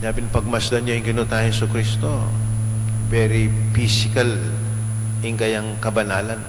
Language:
Pampanga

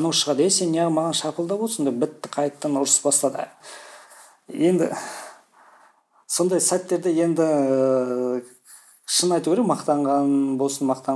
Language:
Kazakh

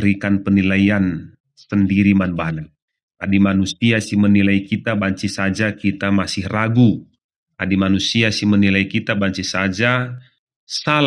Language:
Batak Karo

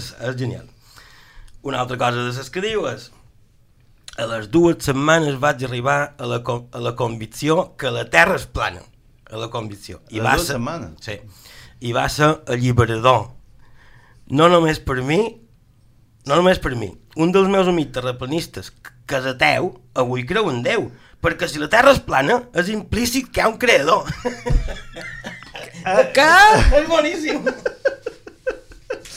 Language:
Catalan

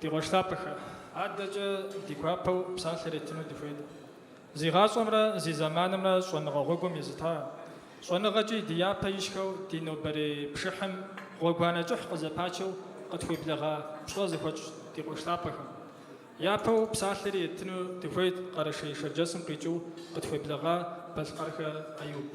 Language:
Kabardian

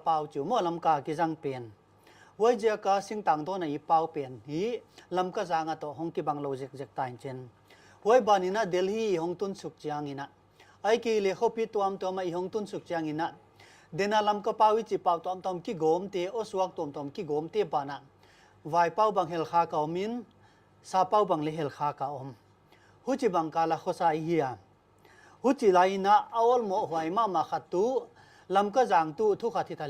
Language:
Paite Chin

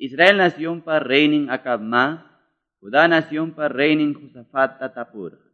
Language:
Quechua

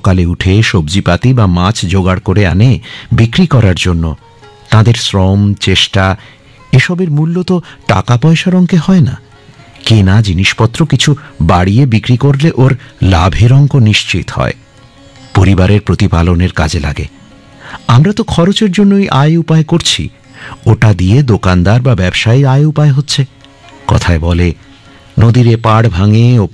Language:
Bangla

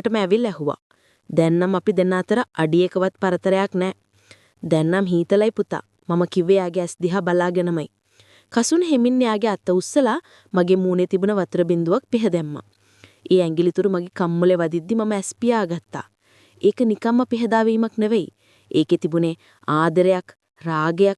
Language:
Sinhala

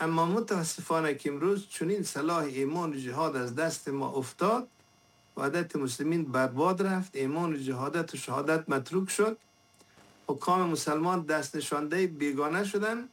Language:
Persian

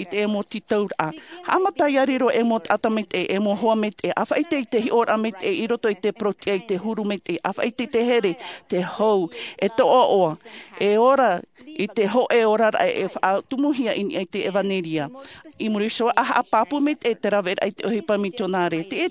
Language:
Tahitian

